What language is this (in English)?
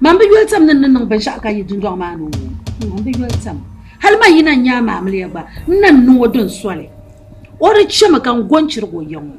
Dagbani